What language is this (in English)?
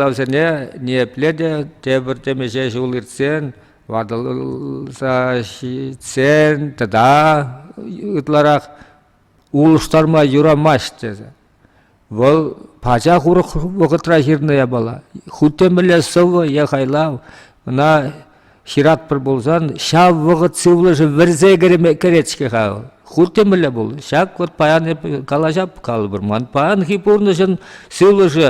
Chuvash